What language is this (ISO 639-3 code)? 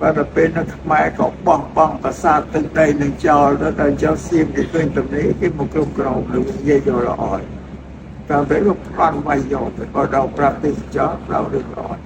khm